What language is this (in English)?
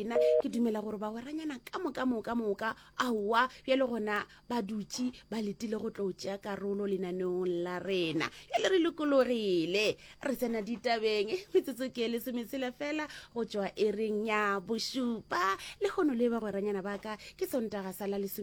Northern Sotho